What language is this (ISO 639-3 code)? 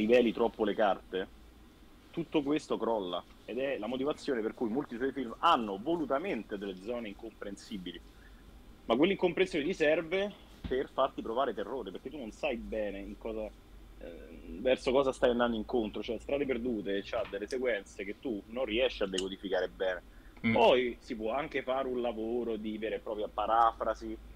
ita